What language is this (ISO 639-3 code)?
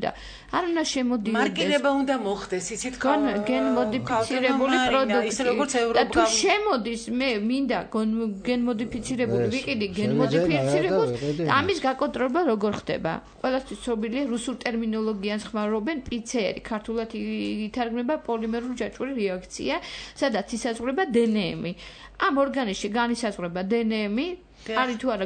kat